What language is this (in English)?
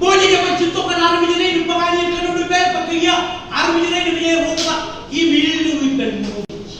Marshallese